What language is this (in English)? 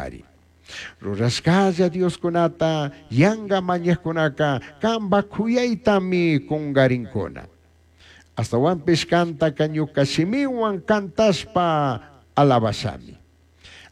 Chimborazo Highland Quichua